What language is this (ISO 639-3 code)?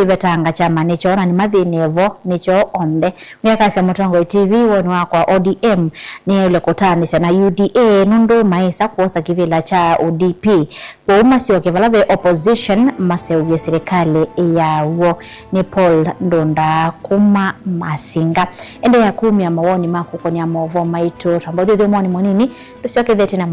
kam